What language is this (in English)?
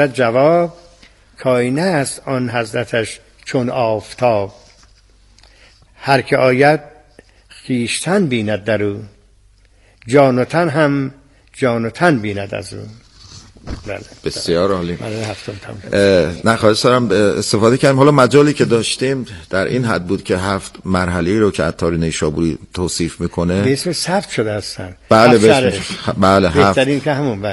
Persian